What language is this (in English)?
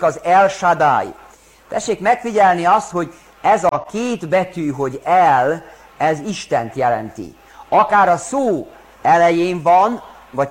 Hungarian